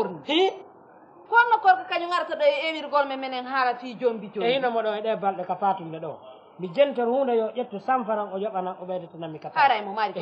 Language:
Fula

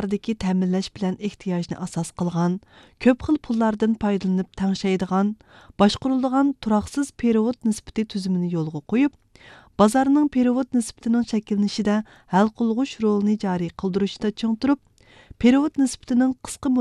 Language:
Uyghur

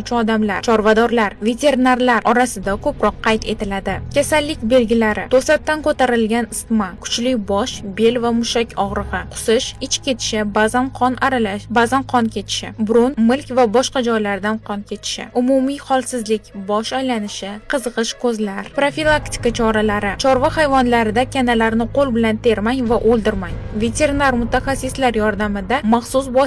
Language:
Uzbek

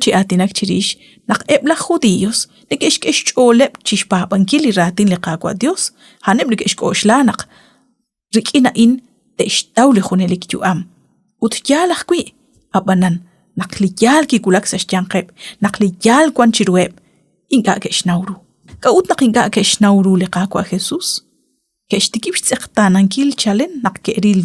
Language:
Kekchí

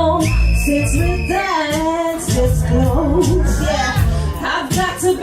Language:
Jamaican Creole English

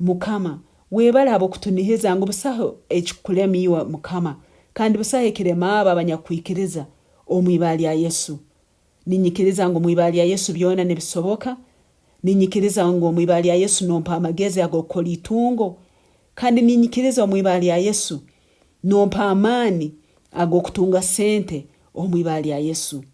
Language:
Nyankole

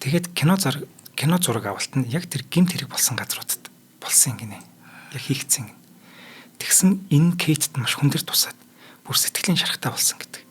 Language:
Mongolian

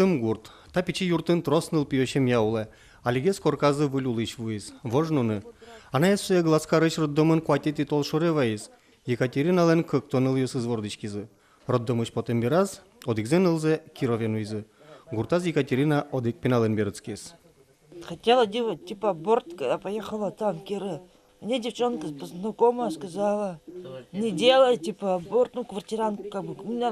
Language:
Udmurt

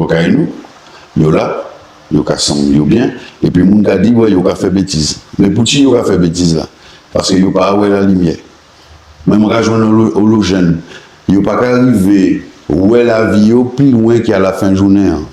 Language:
Guadeloupean Creole French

